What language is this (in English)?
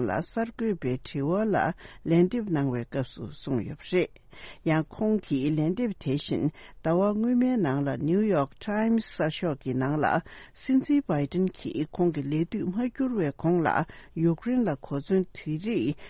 Tibetan